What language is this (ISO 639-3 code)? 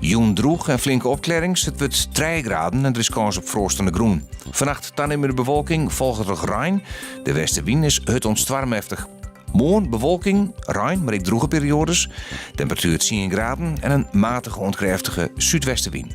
fry